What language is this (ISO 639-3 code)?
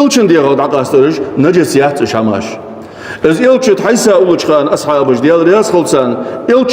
inh